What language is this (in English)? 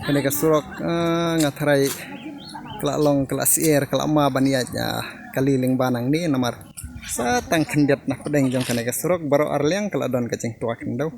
Khasi